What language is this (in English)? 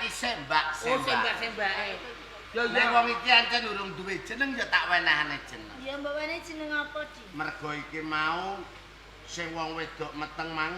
Javanese